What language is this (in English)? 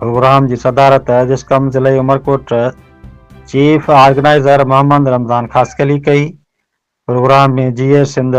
Sindhi